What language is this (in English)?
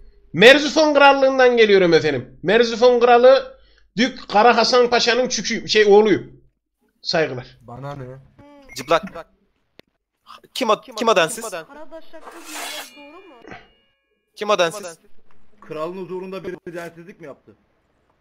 Turkish